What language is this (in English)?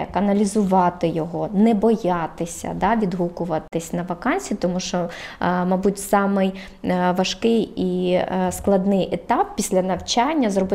Ukrainian